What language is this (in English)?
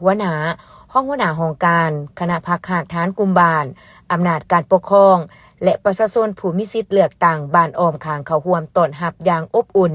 Lao